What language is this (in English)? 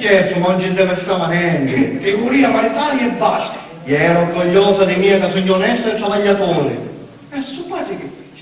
Sicilian